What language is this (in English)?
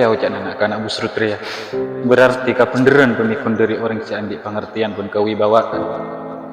Madurese